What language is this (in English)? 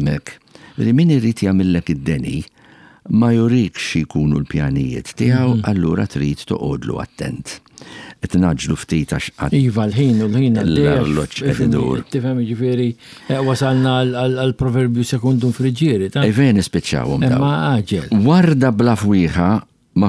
Maltese